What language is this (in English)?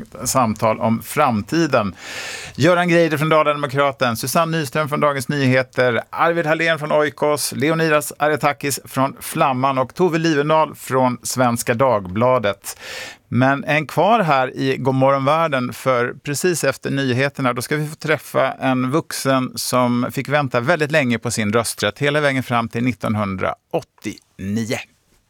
Swedish